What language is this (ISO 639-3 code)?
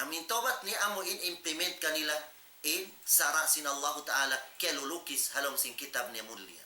tsg